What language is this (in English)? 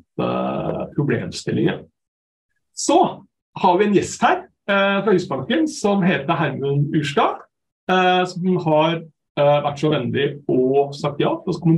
Norwegian